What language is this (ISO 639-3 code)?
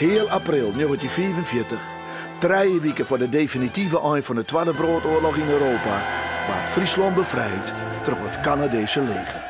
fry